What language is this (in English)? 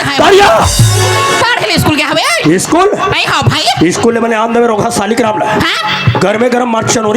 Chhattisgarhi